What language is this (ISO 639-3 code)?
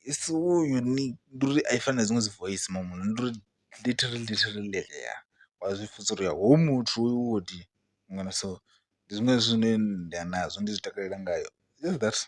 ven